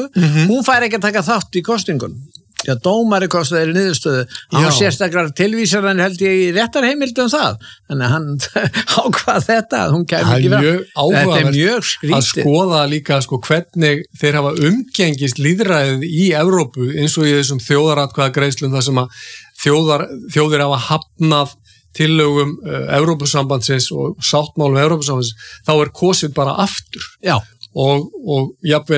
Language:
Icelandic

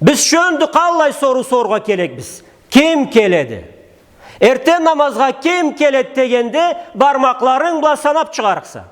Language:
Karachay-Balkar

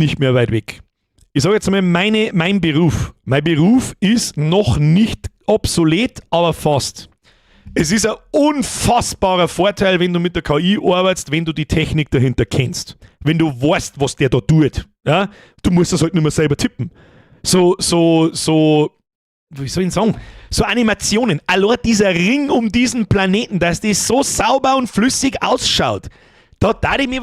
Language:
Bavarian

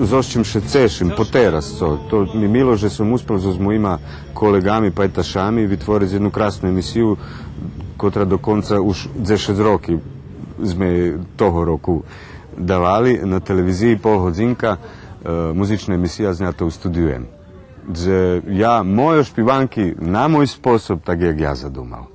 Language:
Rusyn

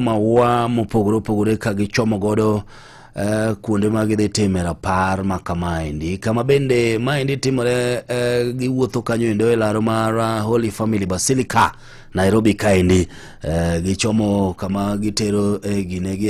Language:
Luo (Kenya and Tanzania)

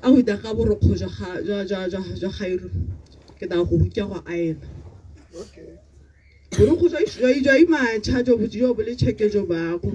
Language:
Tswana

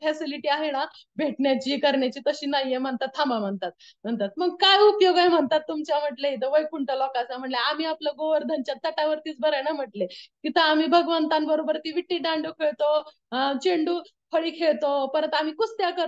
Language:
Marathi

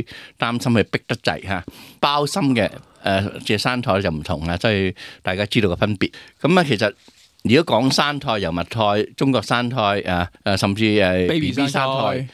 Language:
Cantonese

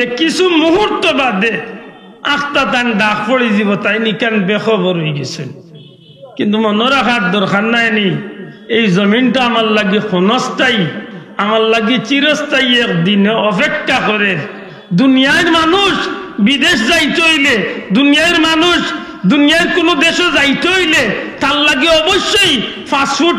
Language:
Sylheti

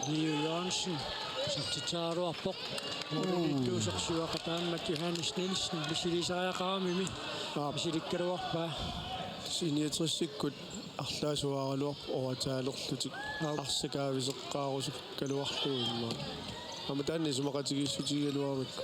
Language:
Kalaallisut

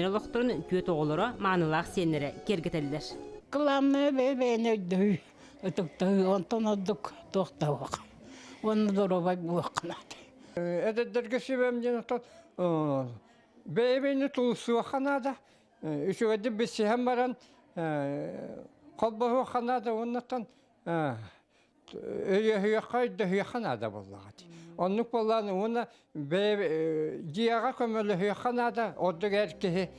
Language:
Yakut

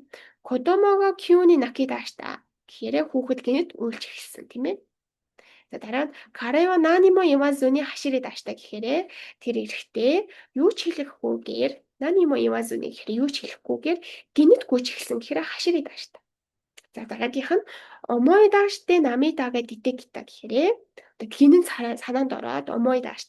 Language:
Mongolian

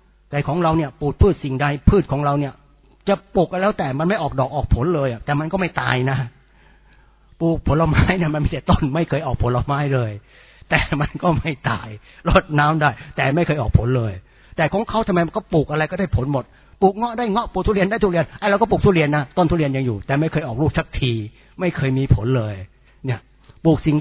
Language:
Thai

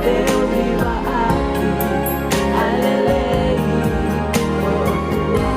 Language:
Tongan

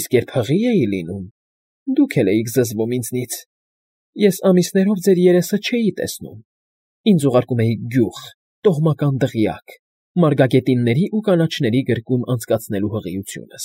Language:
Armenian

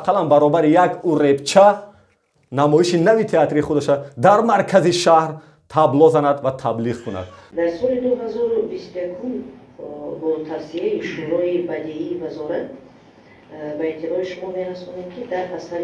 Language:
Tajik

